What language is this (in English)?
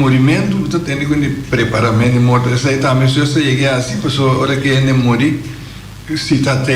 Papiamento